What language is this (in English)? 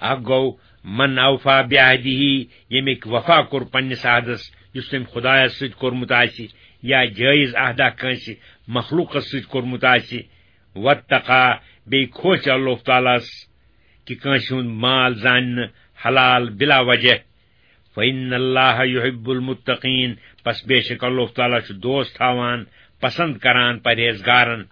Kashmiri